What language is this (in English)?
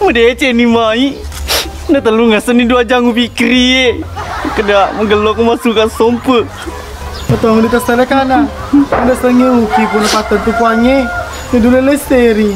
Buginese